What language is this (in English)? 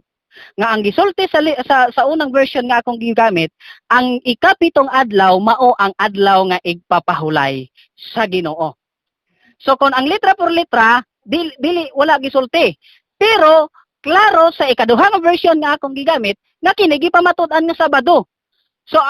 Cebuano